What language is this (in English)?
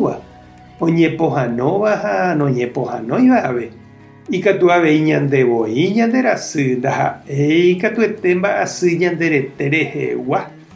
Guarani